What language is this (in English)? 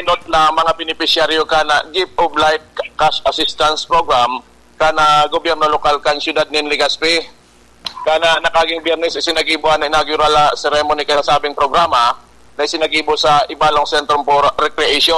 Bikol